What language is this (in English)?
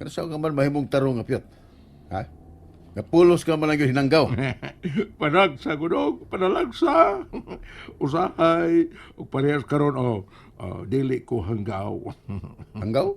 Cebuano